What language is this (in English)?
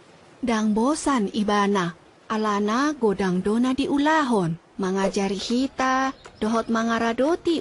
Batak Toba